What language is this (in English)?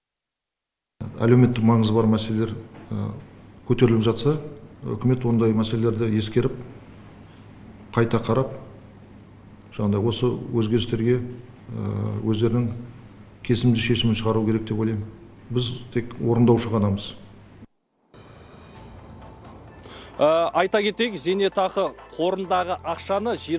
Kazakh